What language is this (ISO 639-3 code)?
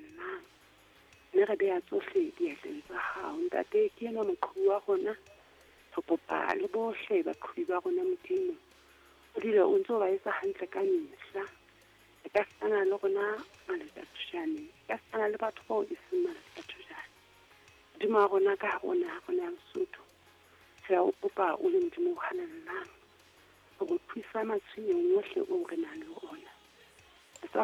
sot